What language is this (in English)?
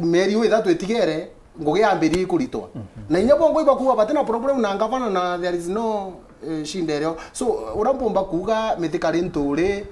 Meru